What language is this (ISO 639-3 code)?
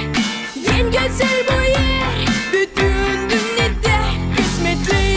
gag